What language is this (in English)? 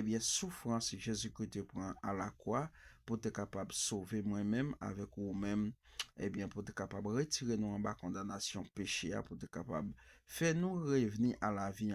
Haitian Creole